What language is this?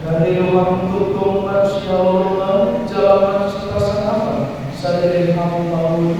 Batak Toba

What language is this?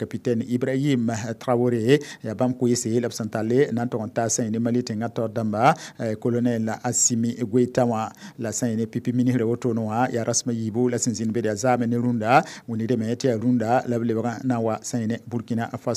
Mossi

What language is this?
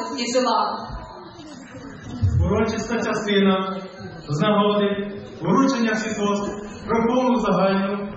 Ukrainian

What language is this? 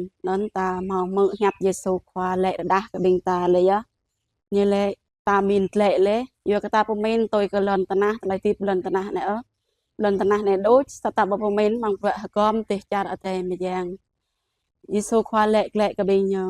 Jarai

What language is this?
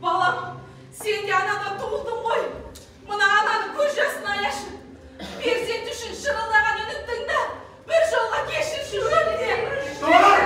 Kazakh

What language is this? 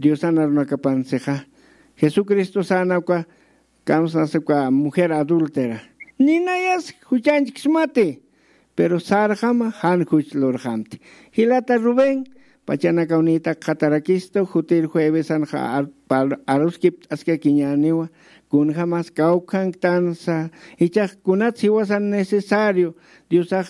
Aymara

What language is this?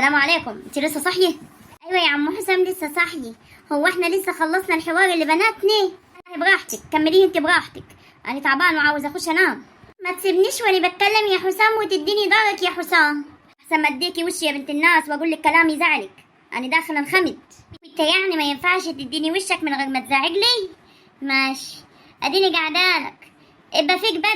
Egyptian Arabic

